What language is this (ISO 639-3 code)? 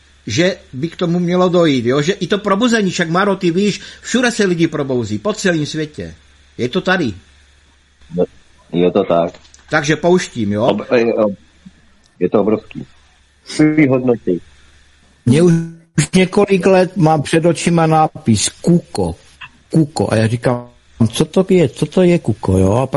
ces